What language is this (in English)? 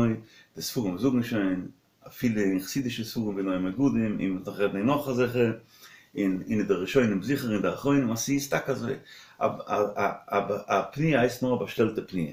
Yiddish